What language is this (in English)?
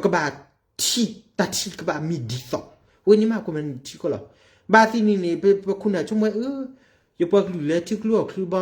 S'gaw Karen